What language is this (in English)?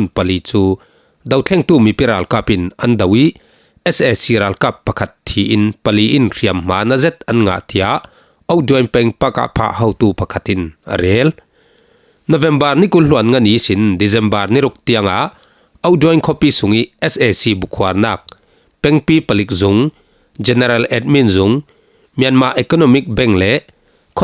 Falam Chin